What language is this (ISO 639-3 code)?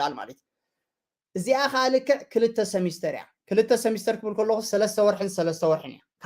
tir